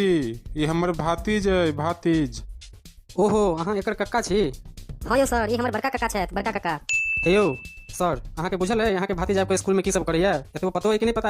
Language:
Maithili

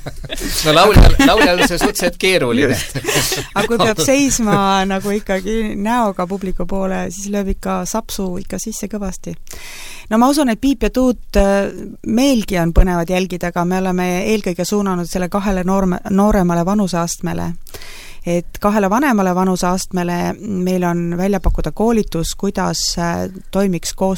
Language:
Estonian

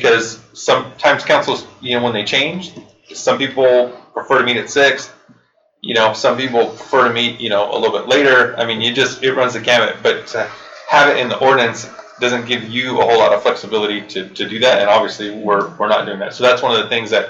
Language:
English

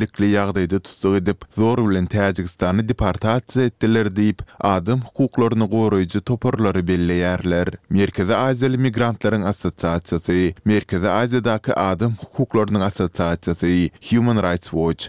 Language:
Turkmen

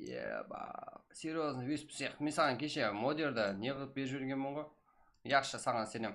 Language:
Kara-Kalpak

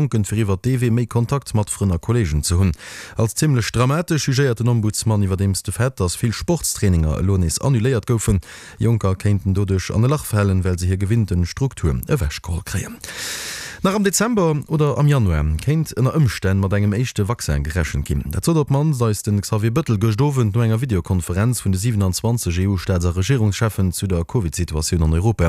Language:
Luxembourgish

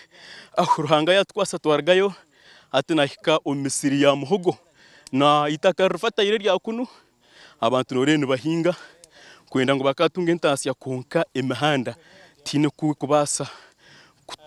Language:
Nyankole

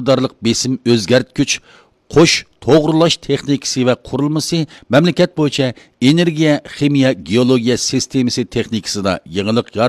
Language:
Uyghur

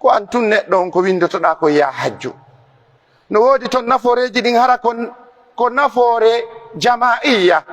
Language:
Pular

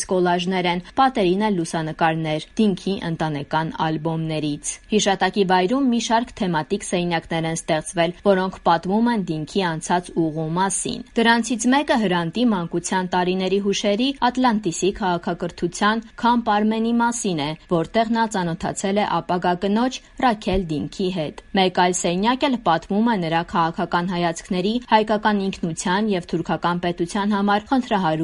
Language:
Armenian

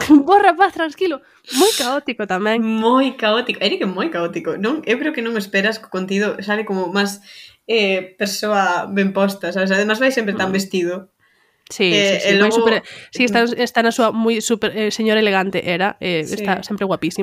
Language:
Galician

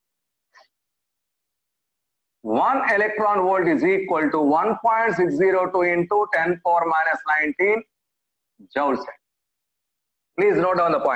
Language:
English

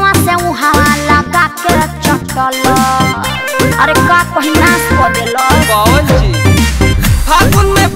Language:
Bhojpuri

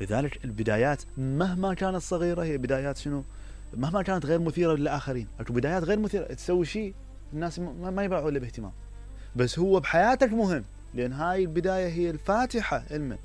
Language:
Mesopotamian Arabic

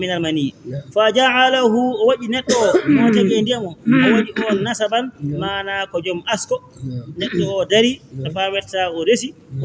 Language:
Fula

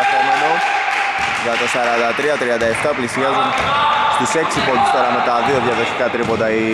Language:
Greek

